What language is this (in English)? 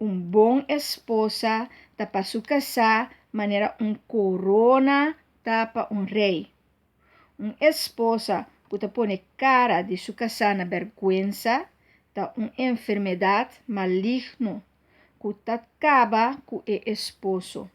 Papiamento